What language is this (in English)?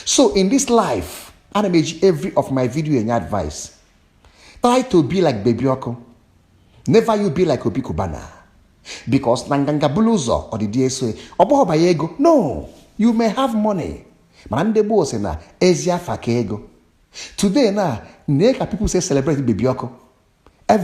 Igbo